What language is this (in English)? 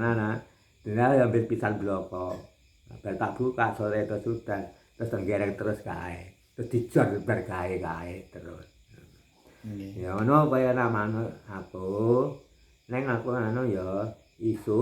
Javanese